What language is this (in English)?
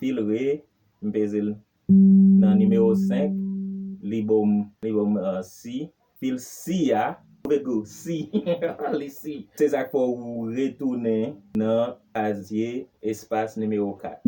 Haitian Creole